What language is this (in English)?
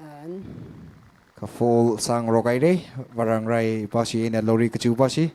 Tangkhul Naga (India)